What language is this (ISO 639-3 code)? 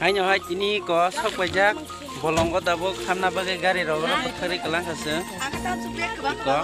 trp